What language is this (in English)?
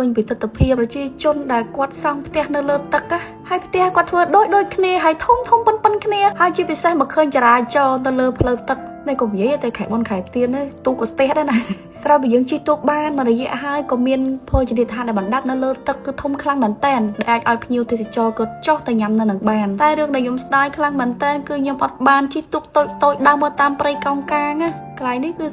Khmer